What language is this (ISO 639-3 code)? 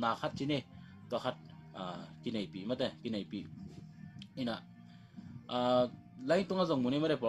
ctd